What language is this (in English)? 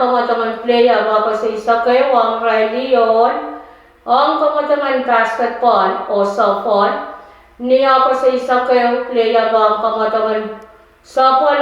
Pohnpeian